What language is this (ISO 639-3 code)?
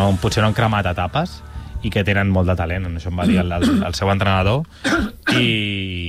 cat